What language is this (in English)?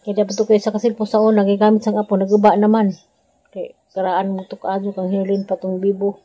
Cebuano